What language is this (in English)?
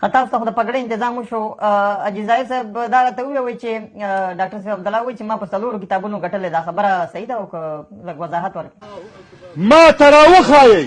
Pashto